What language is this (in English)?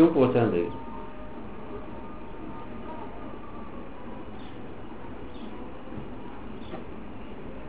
Urdu